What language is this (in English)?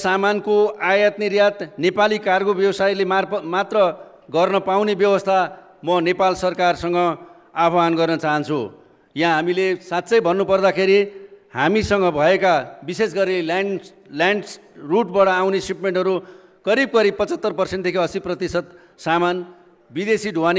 Nepali